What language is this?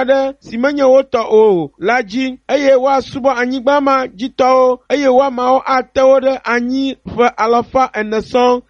Ewe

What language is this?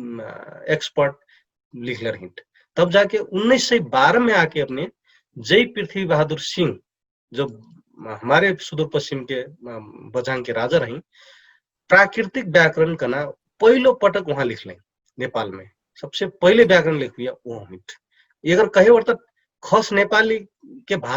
Dangaura Tharu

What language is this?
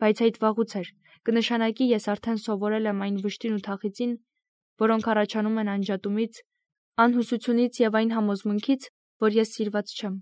Armenian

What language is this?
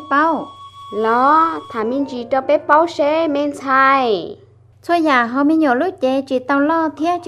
Hmong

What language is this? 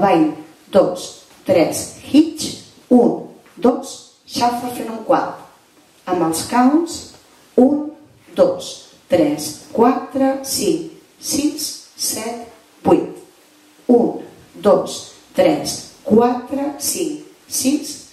Catalan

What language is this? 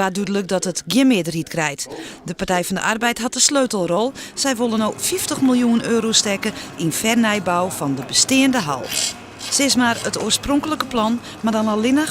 Western Frisian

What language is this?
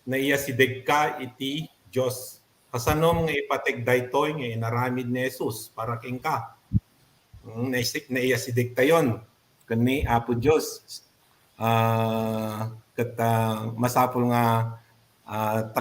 Iloko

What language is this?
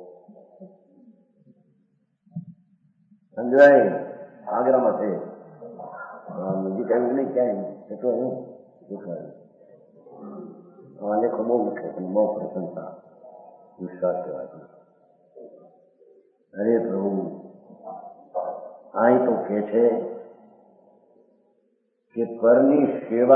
Gujarati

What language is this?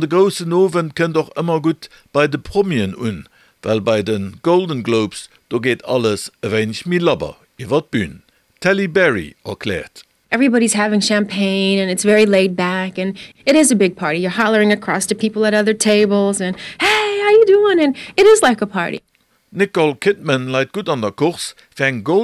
Luxembourgish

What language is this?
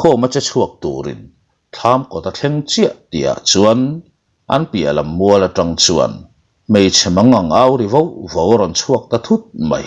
Mizo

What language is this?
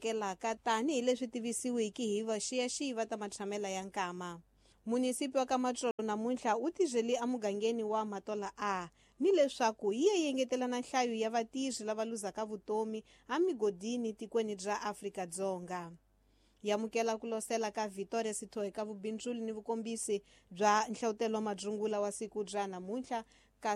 Tsonga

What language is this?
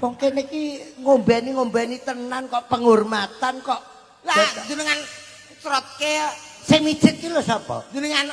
Javanese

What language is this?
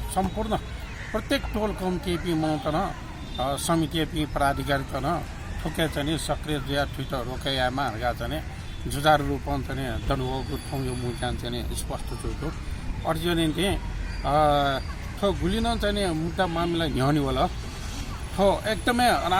Newari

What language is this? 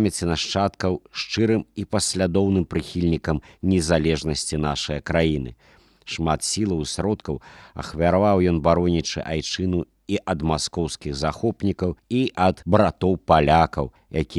Belarusian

